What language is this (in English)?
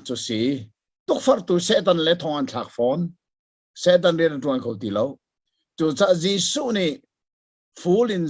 Hakha Chin